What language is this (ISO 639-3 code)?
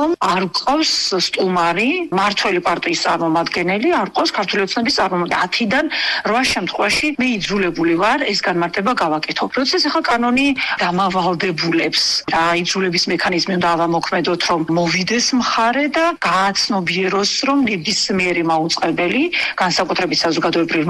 kat